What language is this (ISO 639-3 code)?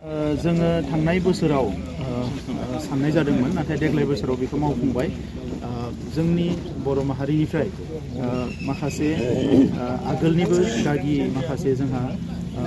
brx